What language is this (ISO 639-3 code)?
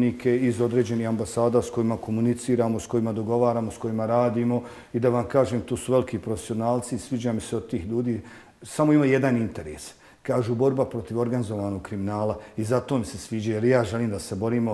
bos